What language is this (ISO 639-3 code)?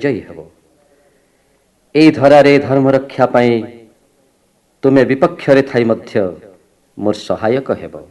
ori